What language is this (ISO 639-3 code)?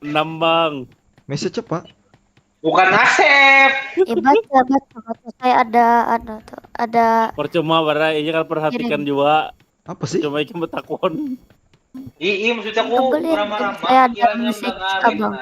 bjn